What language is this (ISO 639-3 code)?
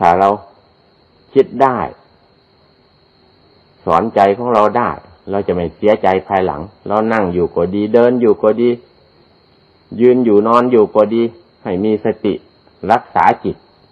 tha